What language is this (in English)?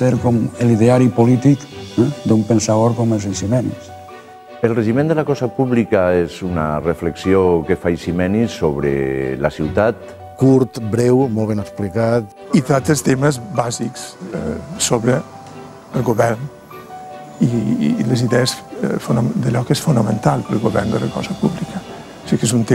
Catalan